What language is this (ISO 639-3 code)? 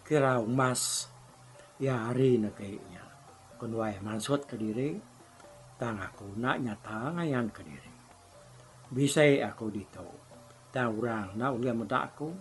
iba